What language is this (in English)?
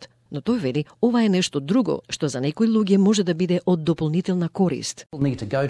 Macedonian